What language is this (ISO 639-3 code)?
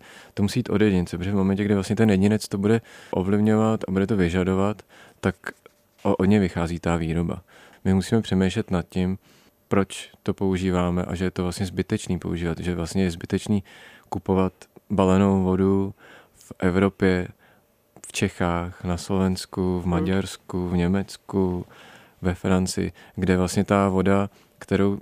ces